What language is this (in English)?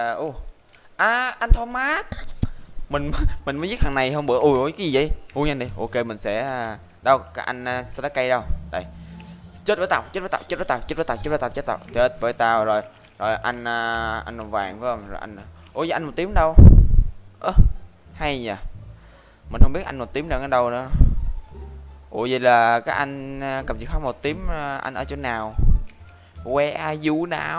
Vietnamese